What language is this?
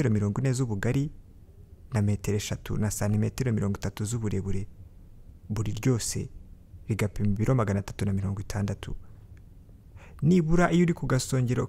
Kinyarwanda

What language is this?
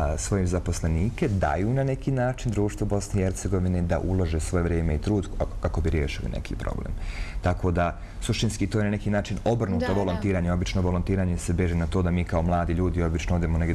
Bosnian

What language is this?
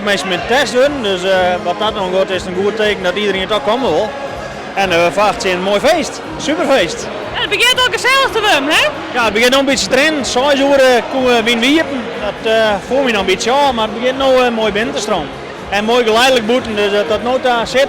Western Frisian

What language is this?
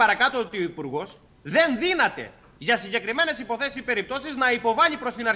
Greek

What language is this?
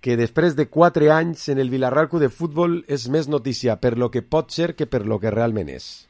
Catalan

